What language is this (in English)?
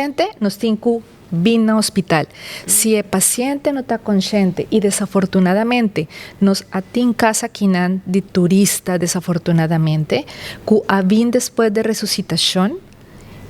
Papiamento